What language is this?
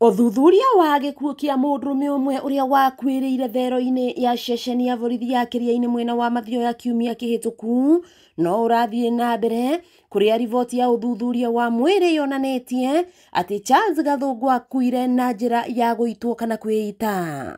Kikuyu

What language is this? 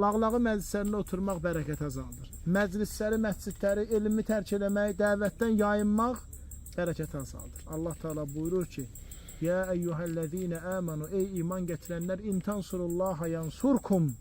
Azerbaijani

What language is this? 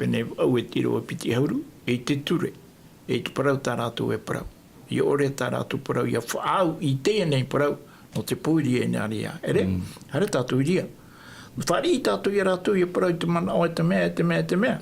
Tahitian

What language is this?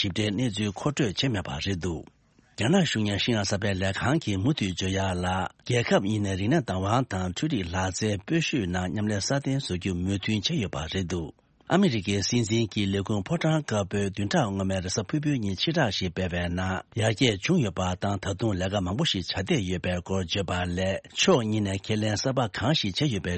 Tibetan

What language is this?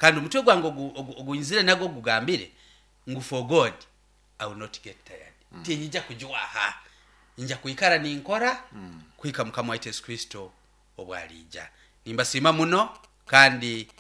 Nyoro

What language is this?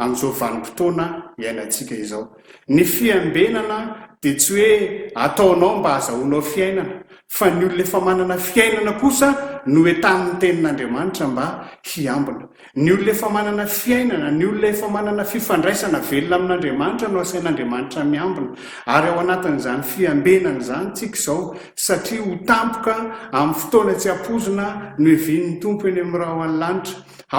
Malagasy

